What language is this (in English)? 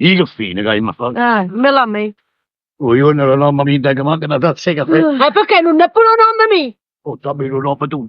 Neapolitan